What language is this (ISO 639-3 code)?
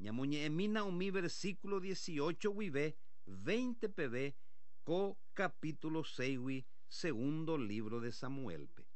grn